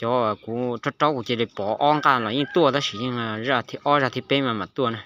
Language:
Hmong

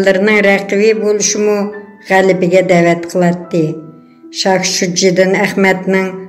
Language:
Uyghur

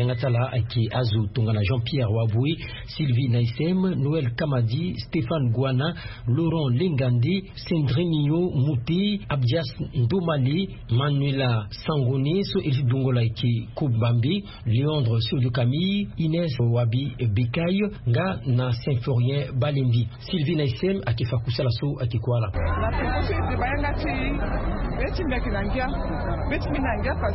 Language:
Sango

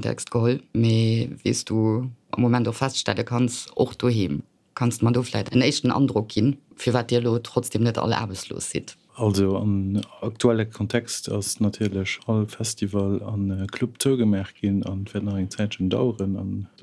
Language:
Luxembourgish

